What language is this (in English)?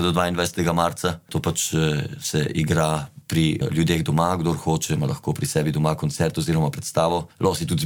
Slovenian